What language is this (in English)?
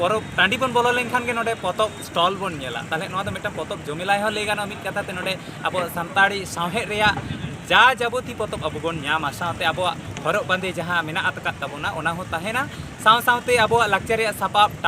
Santali